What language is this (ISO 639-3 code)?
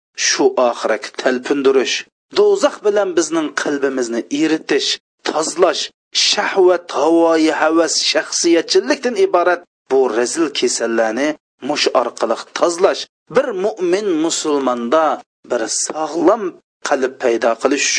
uig